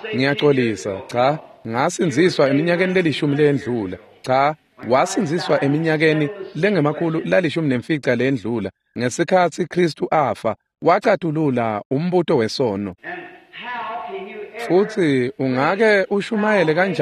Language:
Swati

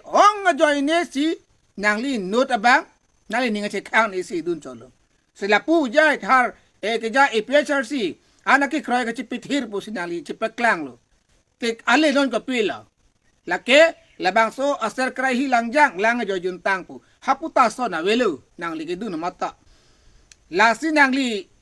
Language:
Karbi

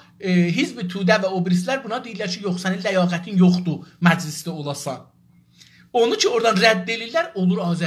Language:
South Azerbaijani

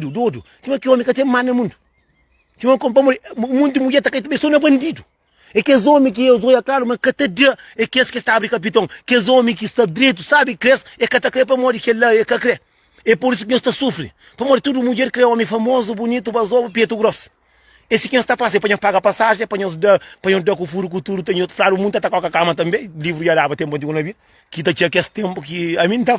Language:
Kabuverdianu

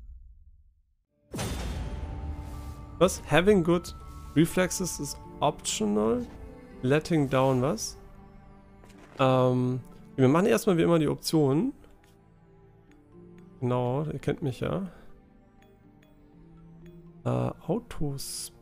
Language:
German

